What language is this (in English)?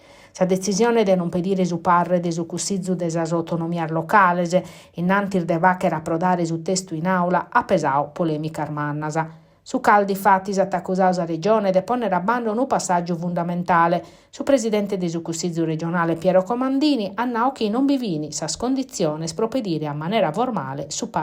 Sardinian